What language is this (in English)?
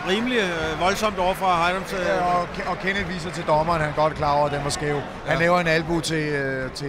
Danish